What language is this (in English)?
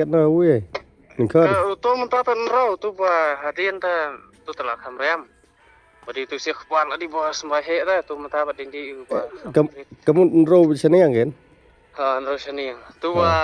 Khasi